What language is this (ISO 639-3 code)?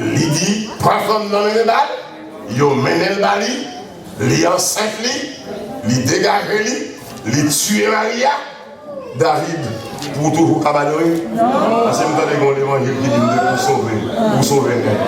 hat